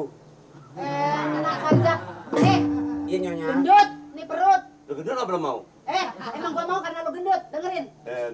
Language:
Betawi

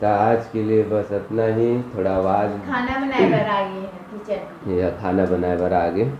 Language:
Chhattisgarhi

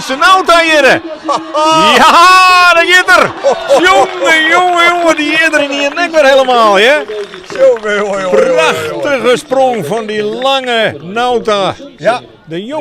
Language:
Western Frisian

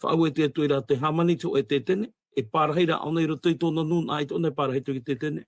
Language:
Tahitian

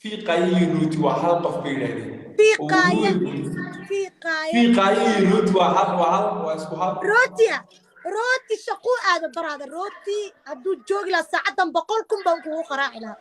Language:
Somali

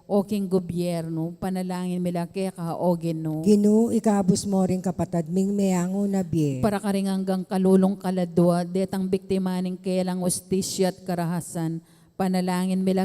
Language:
Pampanga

